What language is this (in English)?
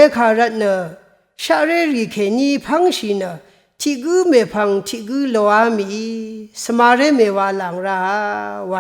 Rawang